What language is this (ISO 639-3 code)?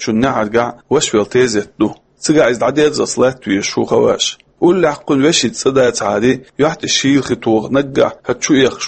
che